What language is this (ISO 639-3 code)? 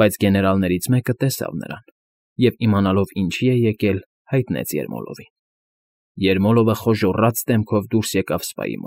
hye